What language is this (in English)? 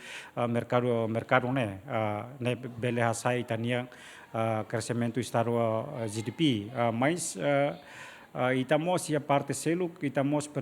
Tetum